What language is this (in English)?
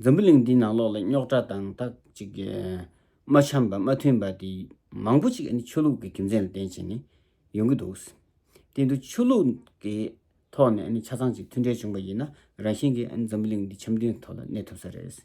Tibetan